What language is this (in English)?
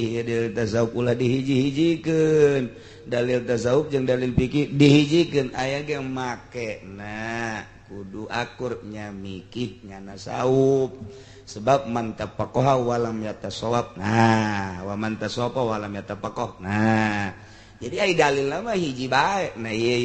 Sundanese